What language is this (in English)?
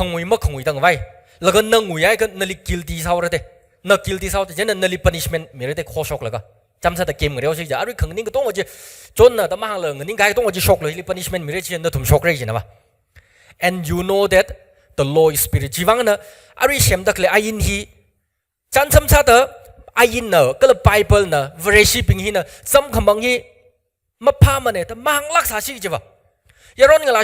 Tangkhul Naga (India)